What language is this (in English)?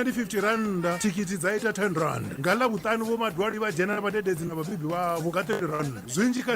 Venda